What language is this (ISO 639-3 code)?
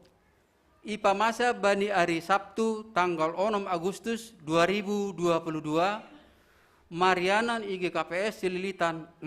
bts